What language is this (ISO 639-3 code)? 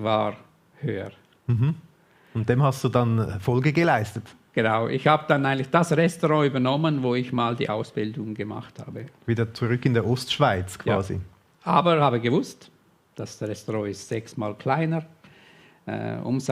gsw